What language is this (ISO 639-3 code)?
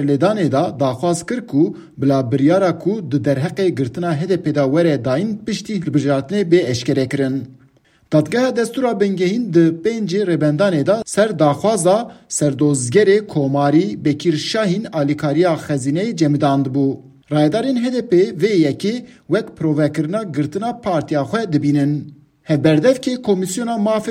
kur